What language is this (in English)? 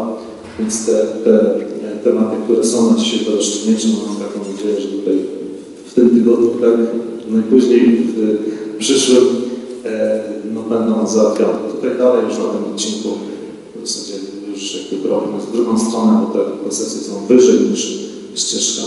Polish